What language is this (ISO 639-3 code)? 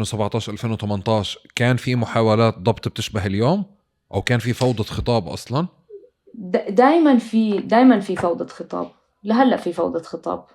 apc